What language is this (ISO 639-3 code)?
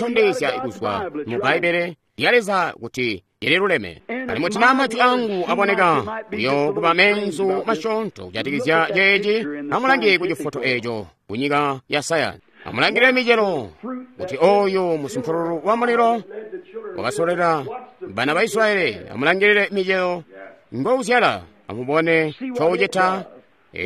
toi